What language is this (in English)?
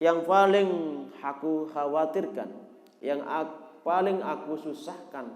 Sasak